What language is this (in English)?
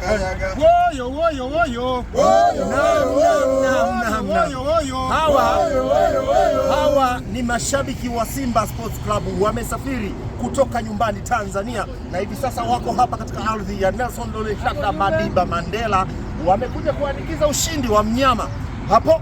Swahili